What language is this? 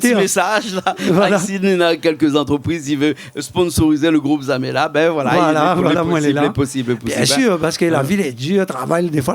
Réunion Creole French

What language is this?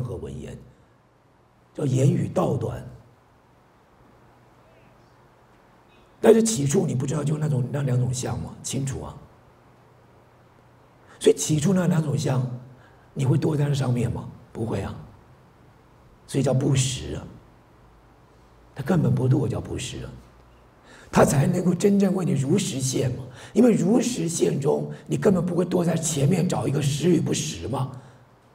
Chinese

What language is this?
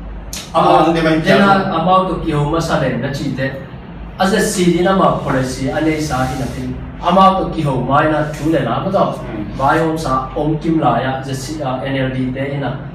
Tedim Chin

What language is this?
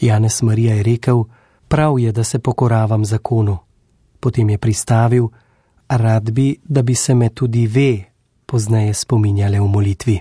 Slovenian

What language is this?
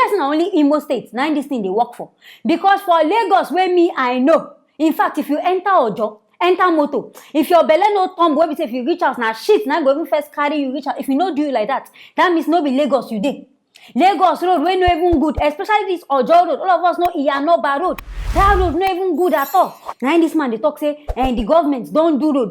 Nigerian Pidgin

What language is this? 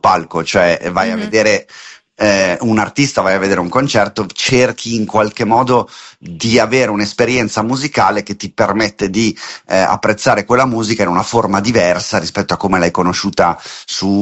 Italian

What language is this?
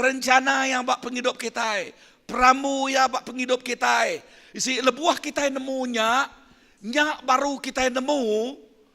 Iban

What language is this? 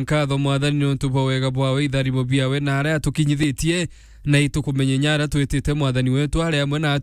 Meru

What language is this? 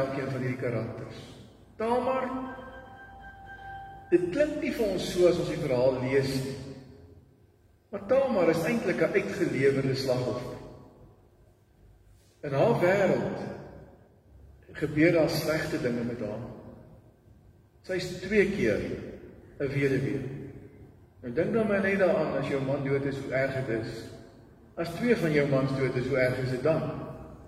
Afrikaans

